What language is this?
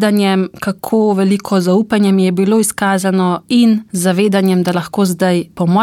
Slovenian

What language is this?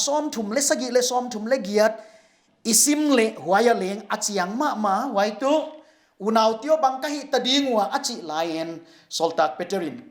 Paite Chin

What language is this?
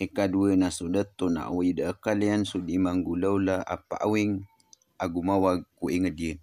Maranao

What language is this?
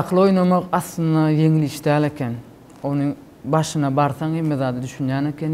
Turkmen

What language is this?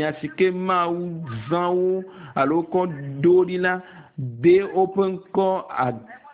Ewe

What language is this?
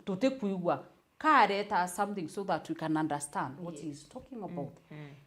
Meru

